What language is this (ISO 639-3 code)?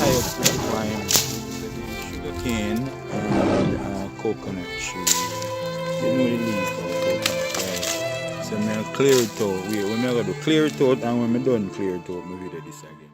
jam